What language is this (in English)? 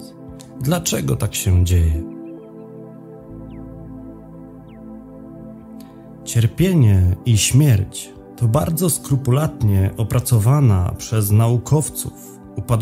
Polish